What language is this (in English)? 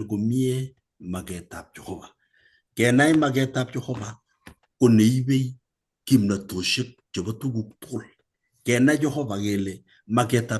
Kalenjin